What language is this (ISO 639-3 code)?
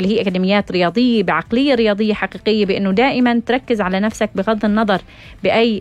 apc